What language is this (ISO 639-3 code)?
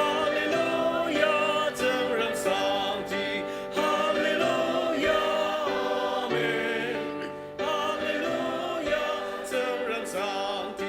njo